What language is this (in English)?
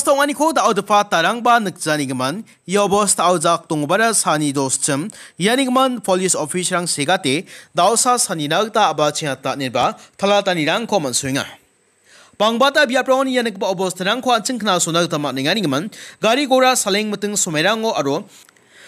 Garo